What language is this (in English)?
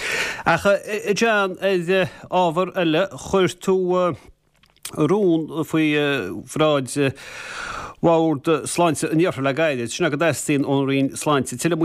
Irish